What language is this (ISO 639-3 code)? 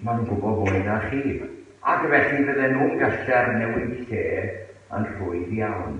cym